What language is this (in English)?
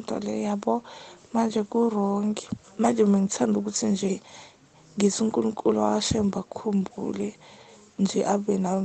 Zulu